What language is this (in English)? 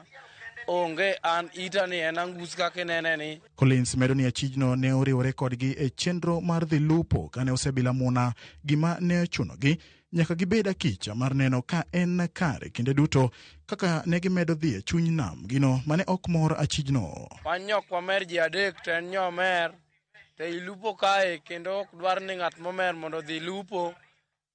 Luo (Kenya and Tanzania)